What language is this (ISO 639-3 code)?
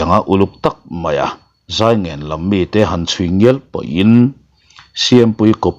lus